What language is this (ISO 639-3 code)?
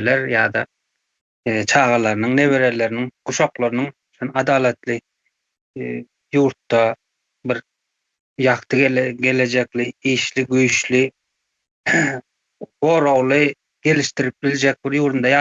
tuk